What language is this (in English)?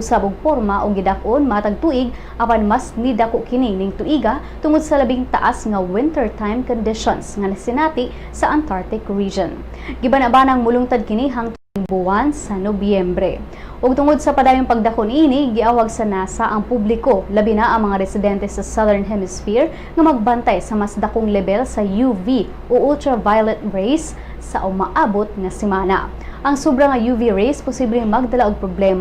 Cebuano